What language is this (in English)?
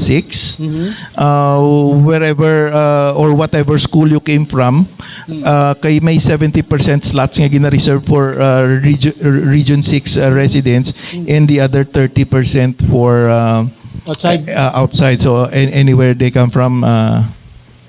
Hiligaynon